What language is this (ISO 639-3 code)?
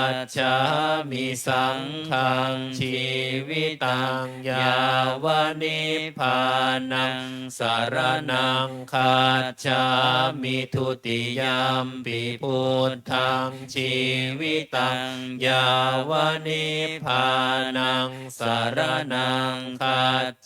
pli